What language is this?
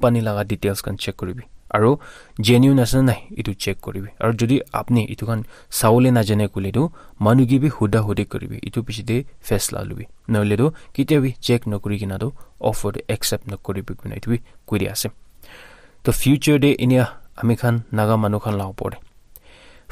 Naga Pidgin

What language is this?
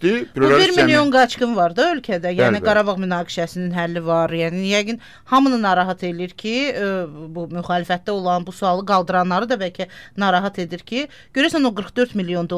Azerbaijani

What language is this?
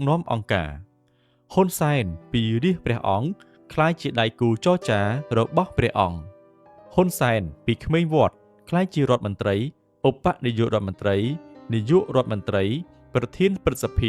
Khmer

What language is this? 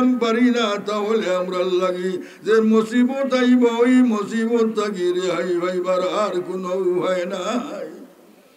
Sylheti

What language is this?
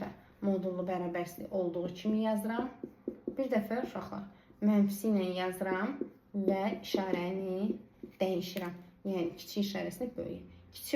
Azerbaijani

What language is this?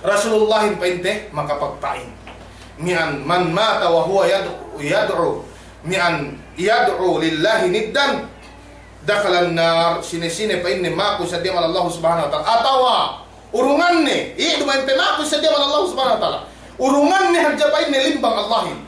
Yakan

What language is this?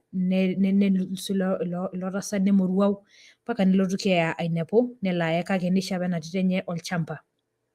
Masai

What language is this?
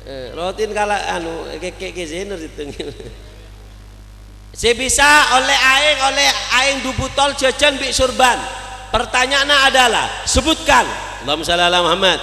Madurese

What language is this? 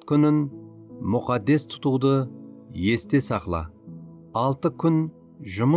Kara-Kalpak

